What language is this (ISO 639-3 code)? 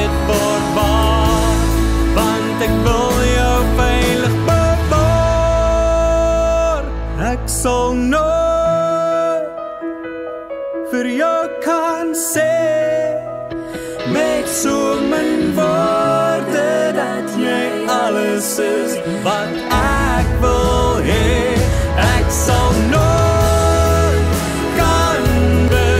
afr